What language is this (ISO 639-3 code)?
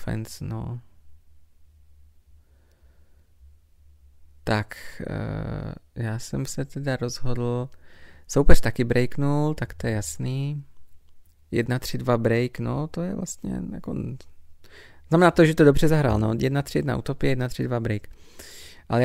ces